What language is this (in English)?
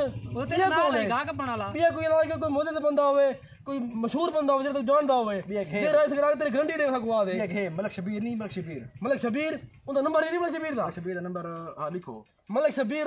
Saraiki